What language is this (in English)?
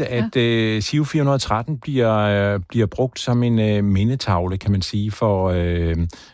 Danish